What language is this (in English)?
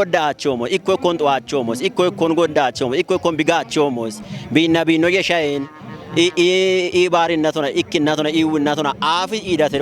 Kafa